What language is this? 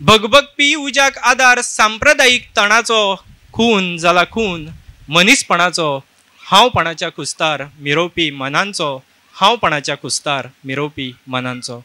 Konkani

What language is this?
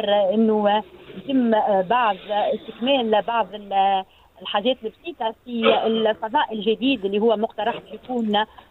Tunisian Arabic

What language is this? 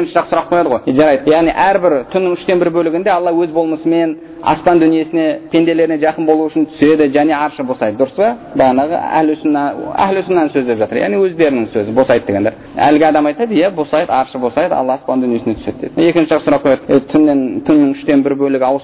Kazakh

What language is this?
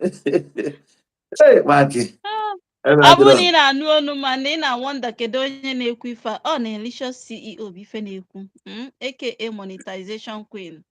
Igbo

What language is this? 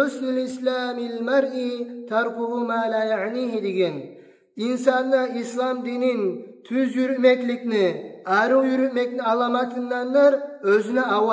Kumyk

